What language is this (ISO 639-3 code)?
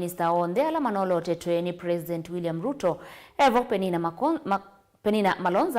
kam